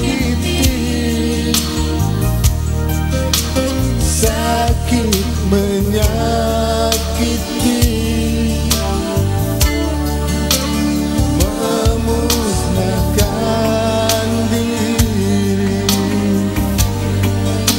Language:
Malay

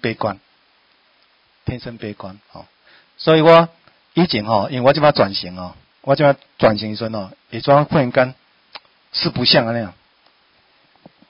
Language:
Min Nan Chinese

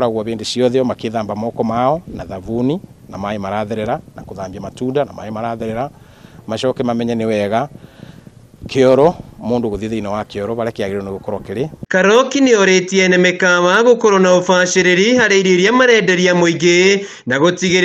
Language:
Kikuyu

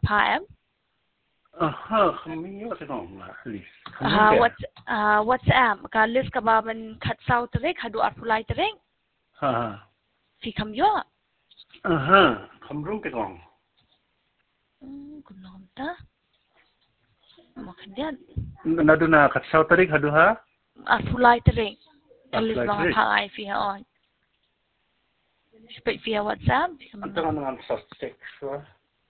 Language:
Khasi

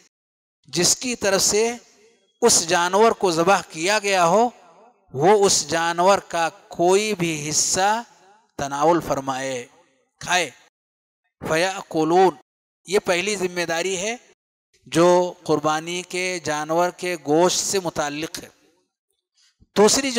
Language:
Urdu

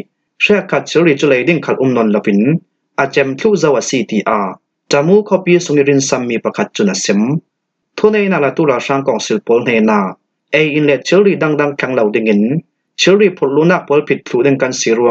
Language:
Falam Chin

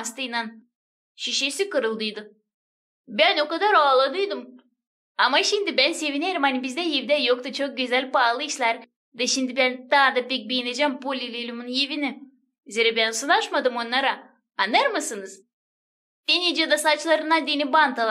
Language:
Gagauz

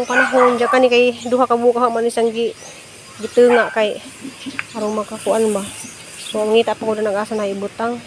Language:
Cebuano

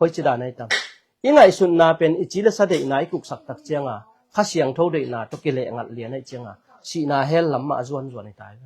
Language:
Tedim Chin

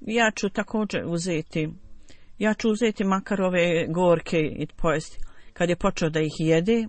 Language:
Bosnian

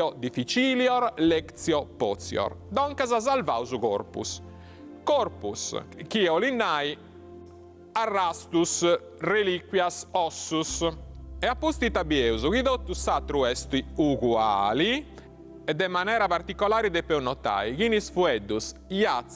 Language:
Sardinian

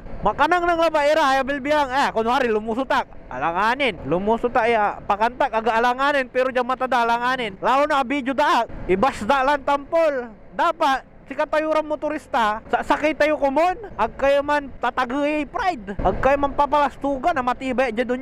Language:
Pangasinan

